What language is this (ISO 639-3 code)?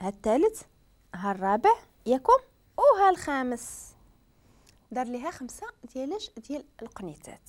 ary